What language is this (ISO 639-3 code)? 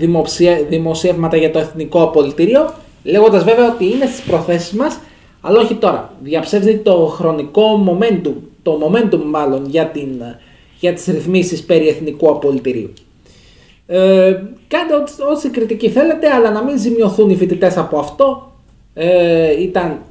ell